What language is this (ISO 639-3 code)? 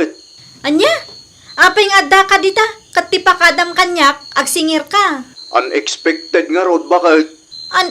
ilo